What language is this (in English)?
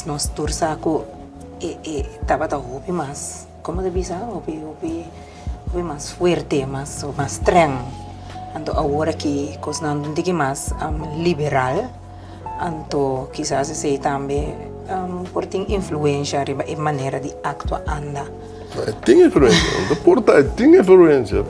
Papiamento